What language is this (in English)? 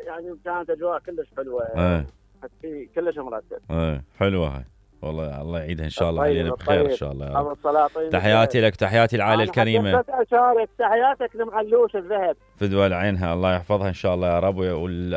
Mesopotamian Arabic